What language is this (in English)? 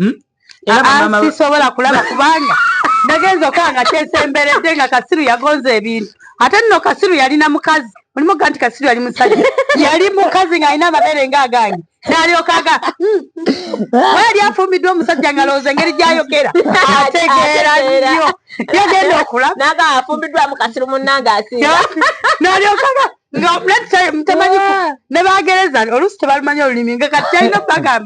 Ganda